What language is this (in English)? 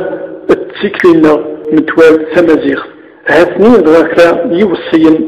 Kabyle